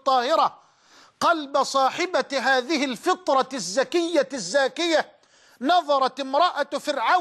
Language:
Arabic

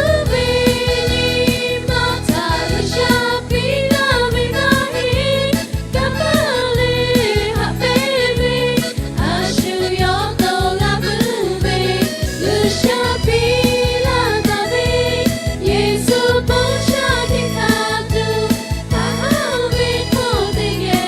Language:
Lahu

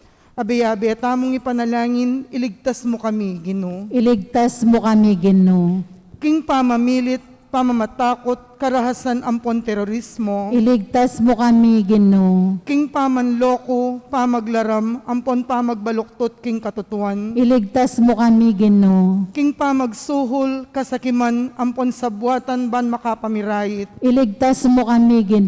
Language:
Pampanga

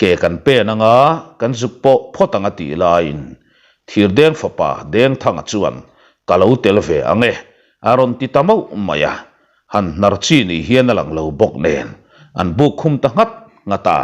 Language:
Mizo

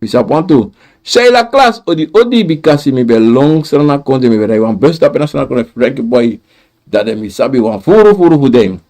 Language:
Sranan Tongo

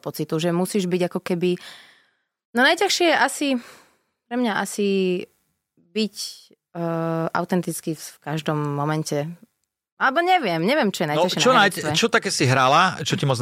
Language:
Slovak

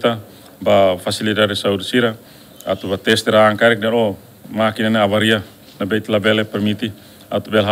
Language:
Tetum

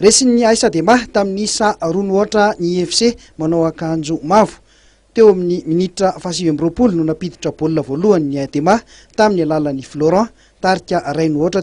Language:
Malagasy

